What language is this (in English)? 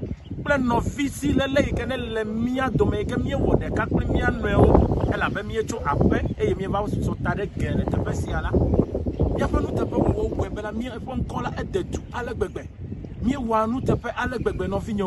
Ewe